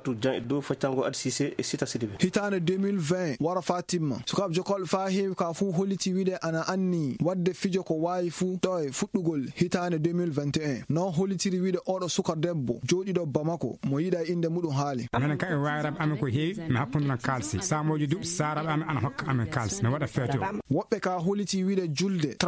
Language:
Fula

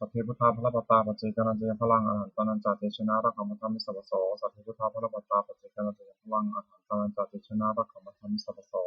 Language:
Pali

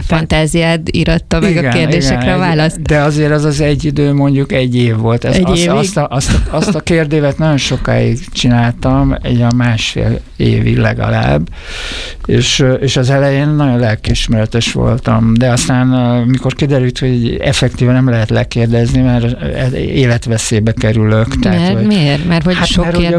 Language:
Hungarian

